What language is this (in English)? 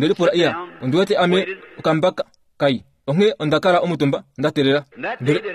Kuanyama